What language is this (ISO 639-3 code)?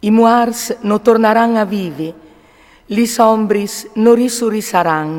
fur